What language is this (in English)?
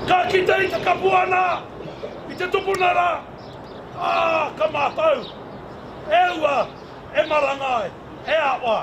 Māori